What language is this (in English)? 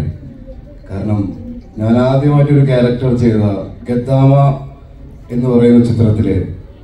Malayalam